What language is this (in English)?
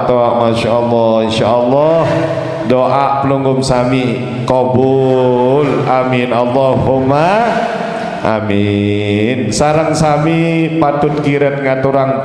Sasak